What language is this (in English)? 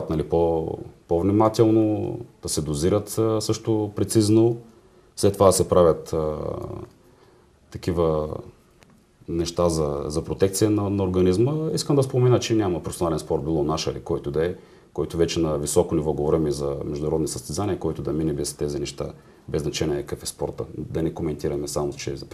Bulgarian